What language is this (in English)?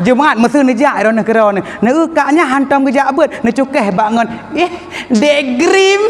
Achinese